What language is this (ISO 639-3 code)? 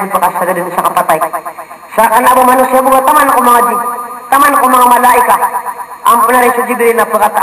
mrw